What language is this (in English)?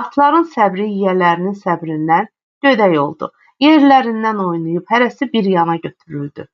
Azerbaijani